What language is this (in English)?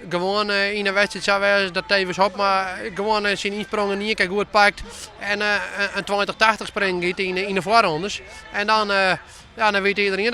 Western Frisian